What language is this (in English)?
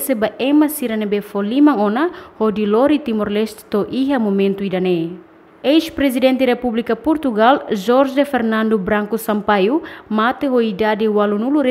Tetum